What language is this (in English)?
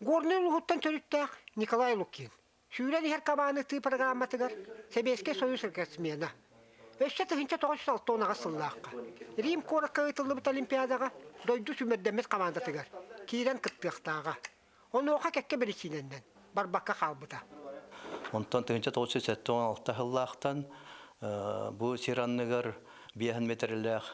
Yakut